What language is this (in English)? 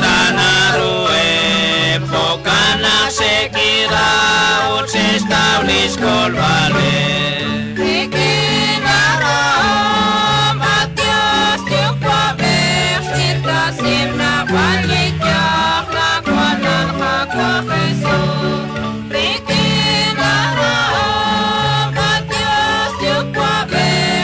Kekchí